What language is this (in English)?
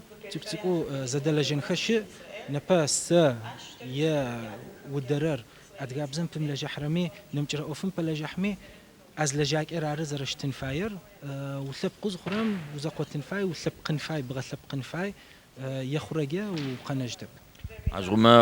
Adyghe